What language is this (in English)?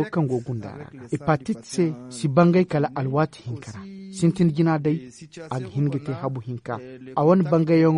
Zarma